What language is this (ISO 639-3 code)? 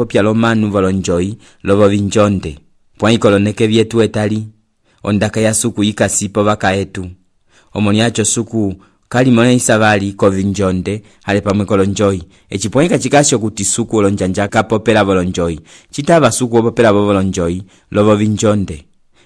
umb